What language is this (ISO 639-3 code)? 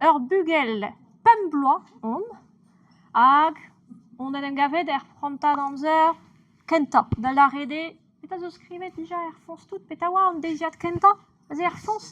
bre